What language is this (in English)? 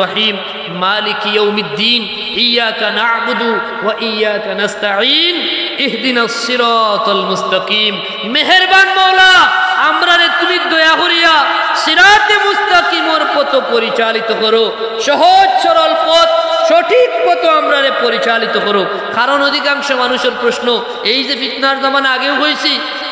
Sylheti